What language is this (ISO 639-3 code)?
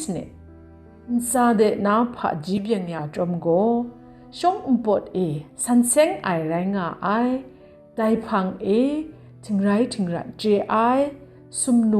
kac